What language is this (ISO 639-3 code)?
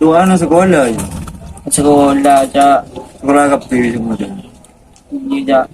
mad